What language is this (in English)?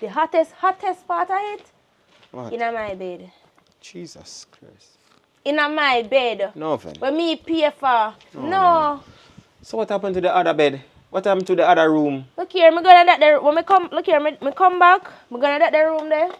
Jamaican Creole English